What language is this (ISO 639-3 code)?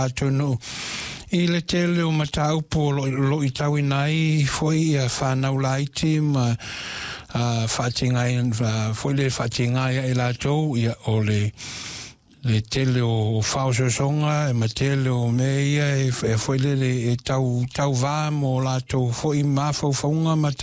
smo